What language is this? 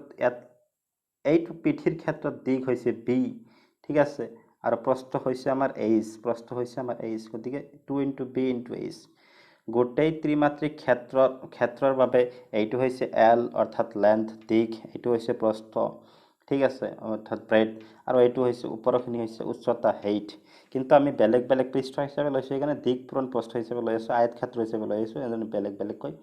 Assamese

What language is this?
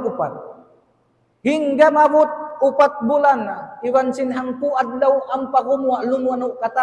Tausug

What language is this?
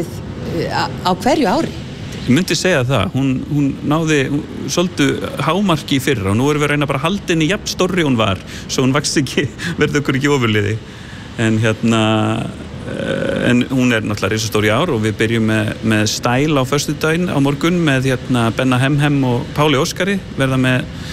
Icelandic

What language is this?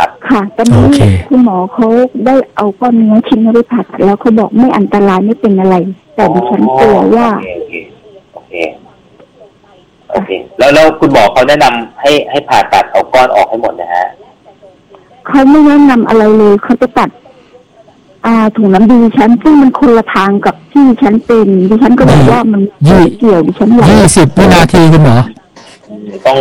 Thai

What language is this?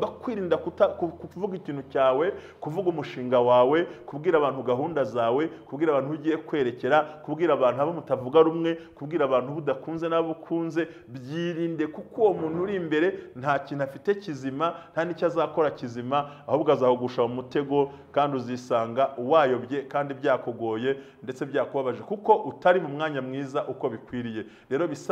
Kinyarwanda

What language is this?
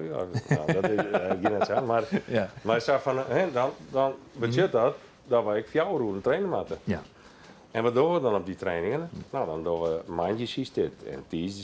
Western Frisian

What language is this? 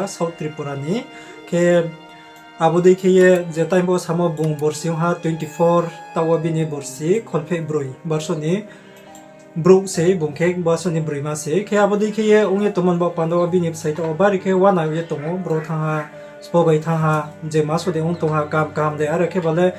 Riang (India)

